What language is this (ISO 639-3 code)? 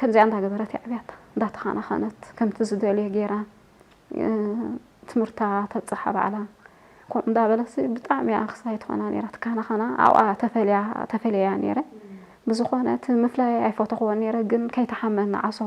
tir